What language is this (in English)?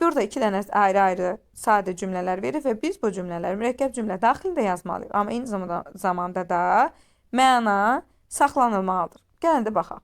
Azerbaijani